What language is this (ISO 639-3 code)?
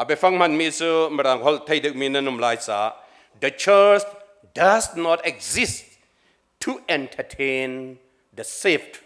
cnh